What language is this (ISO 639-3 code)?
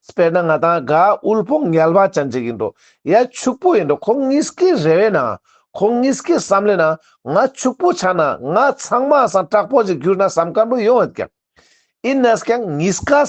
lbj